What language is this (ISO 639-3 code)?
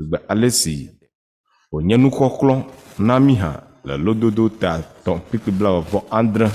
ewe